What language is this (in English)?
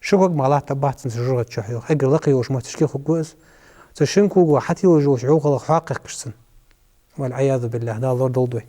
Ingush